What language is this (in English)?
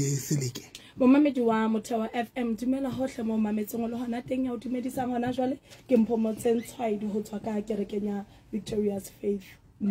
Southern Sotho